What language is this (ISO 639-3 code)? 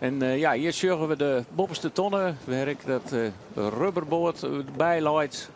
fry